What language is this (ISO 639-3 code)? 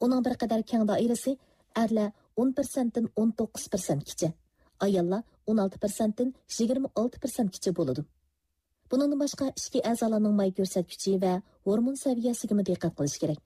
uig